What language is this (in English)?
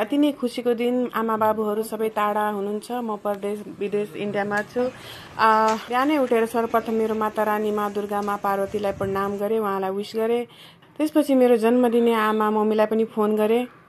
Nepali